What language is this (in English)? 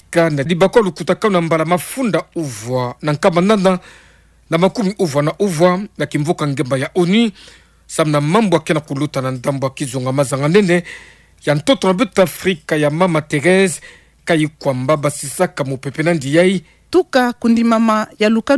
Kituba (Democratic Republic of Congo)